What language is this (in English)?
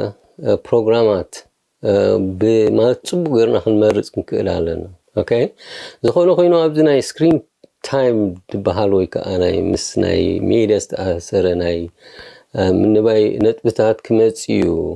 Tigrinya